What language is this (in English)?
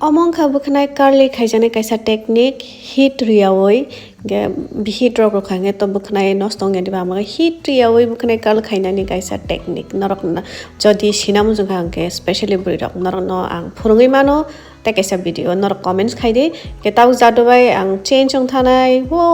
Kok Borok